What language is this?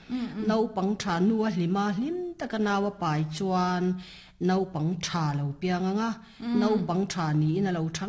Mizo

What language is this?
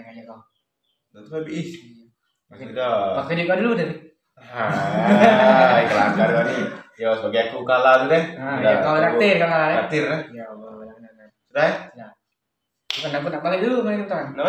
Musi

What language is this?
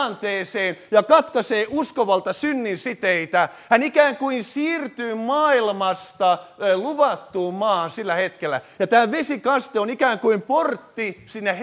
Finnish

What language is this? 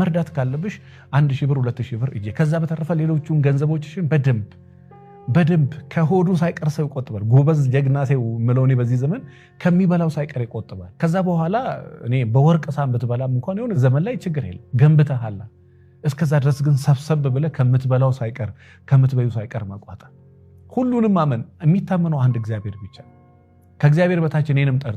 Amharic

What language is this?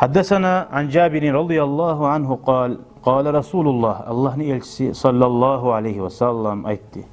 Kumyk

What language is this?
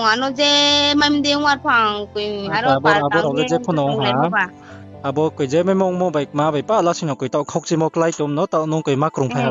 Riang (India)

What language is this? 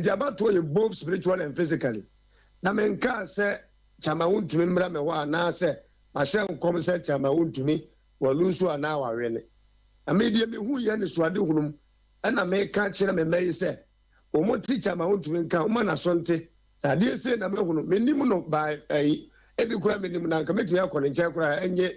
Akan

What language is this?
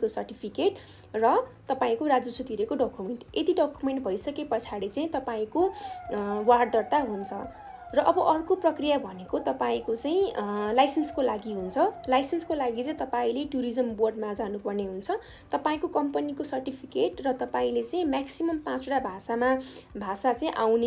Nepali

